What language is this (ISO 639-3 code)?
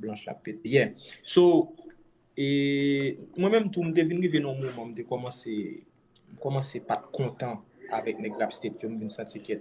hat